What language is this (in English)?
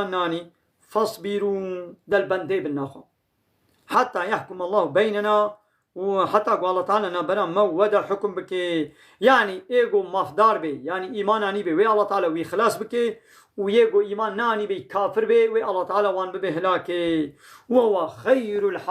Kurdish